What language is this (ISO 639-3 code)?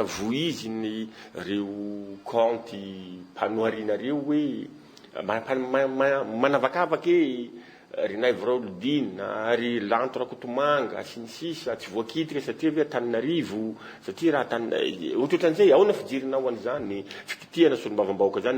mlg